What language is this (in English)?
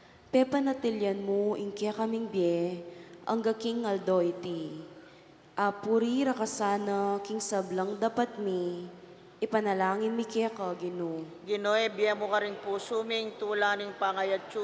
Pampanga